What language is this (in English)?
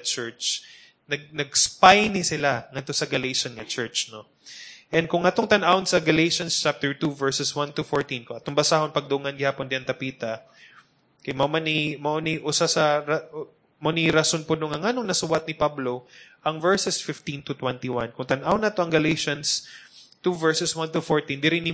Cebuano